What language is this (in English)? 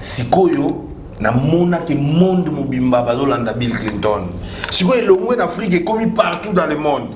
Lingala